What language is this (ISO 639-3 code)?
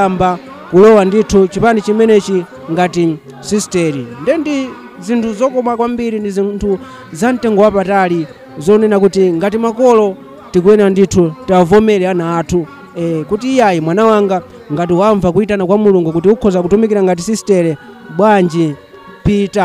nya